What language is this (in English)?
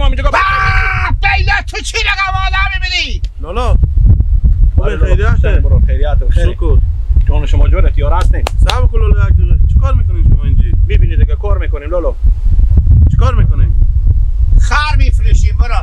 Hazaragi